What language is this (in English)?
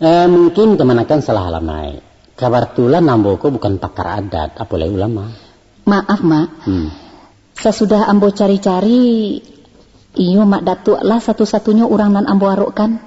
Minangkabau